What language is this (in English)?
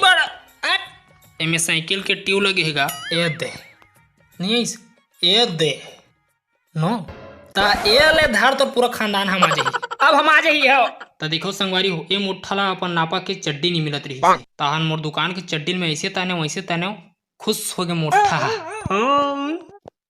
Chhattisgarhi